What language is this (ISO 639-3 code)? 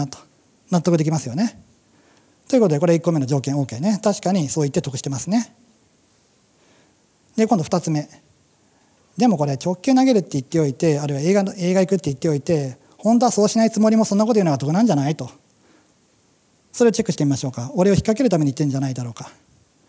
jpn